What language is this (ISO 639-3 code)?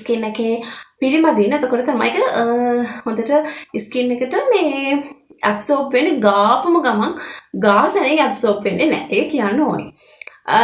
sin